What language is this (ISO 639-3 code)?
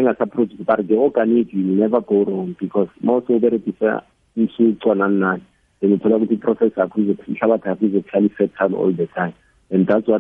nbl